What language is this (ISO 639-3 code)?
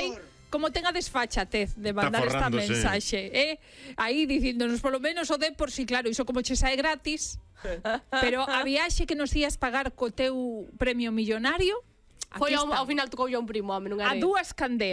glg